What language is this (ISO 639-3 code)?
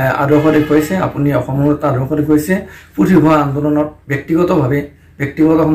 asm